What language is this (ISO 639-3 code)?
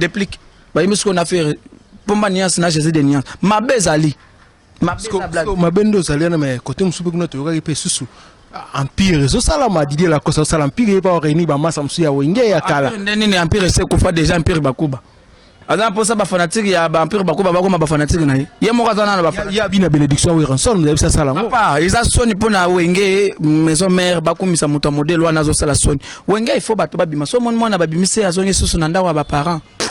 lin